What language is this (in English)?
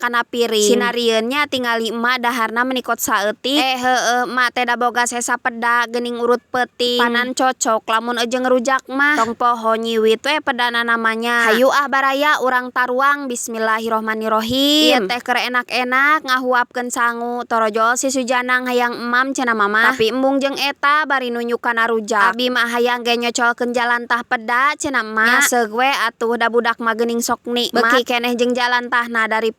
Sundanese